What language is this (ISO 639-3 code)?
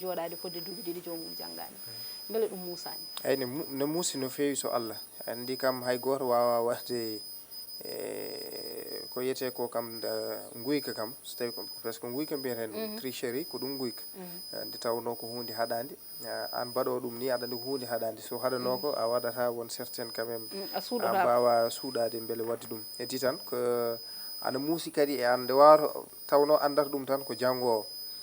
ful